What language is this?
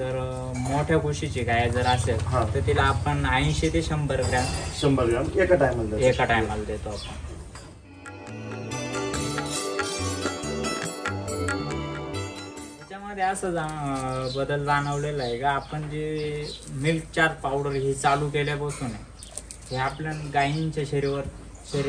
Marathi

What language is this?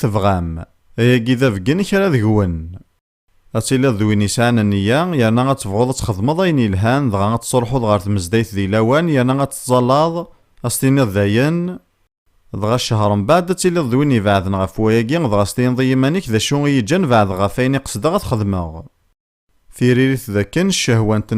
Kabyle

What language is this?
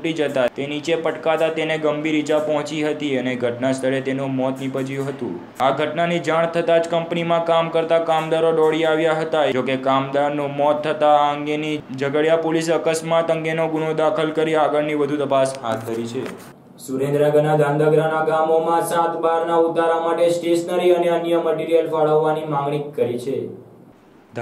Gujarati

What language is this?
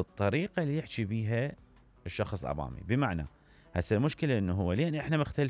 Mesopotamian Arabic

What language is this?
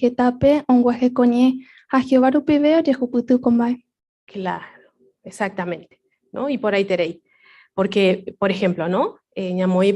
Guarani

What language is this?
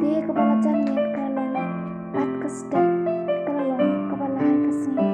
Khasi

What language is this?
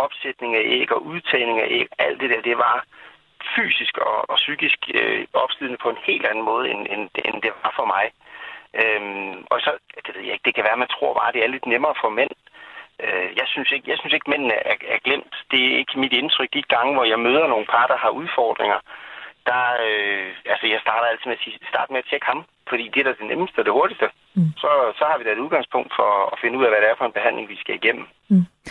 Danish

